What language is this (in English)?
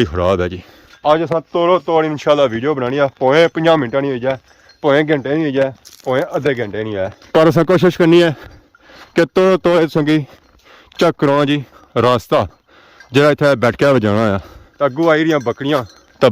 Pahari-Potwari